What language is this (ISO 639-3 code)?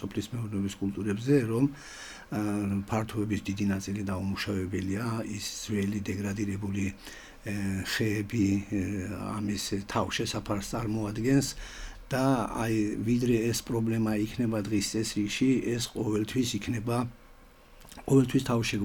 kat